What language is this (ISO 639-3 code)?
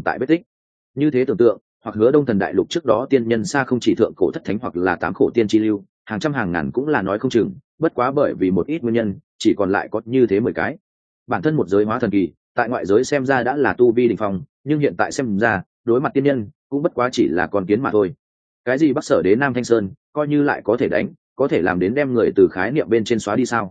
vie